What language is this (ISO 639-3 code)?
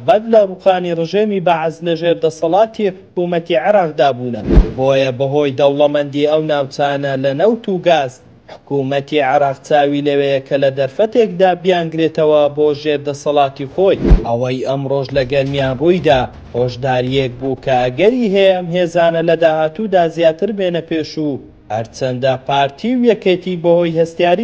ckb